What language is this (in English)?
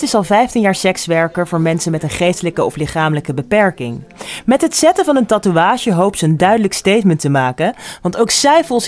Dutch